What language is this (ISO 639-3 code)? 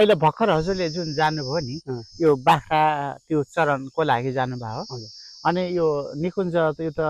nep